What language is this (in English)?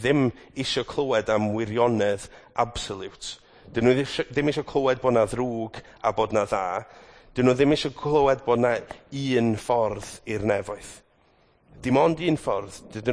Welsh